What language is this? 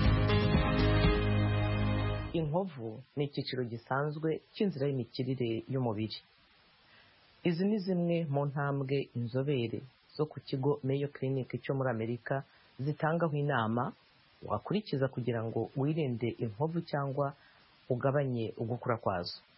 Kinyarwanda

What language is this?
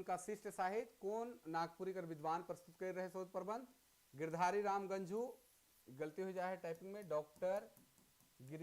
Sadri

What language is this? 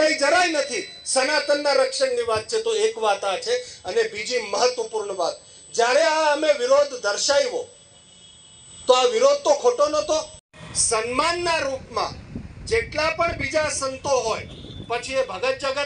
Gujarati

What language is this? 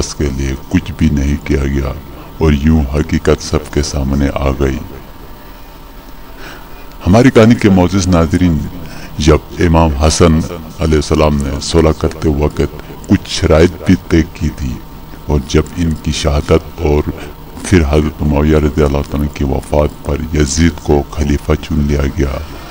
Urdu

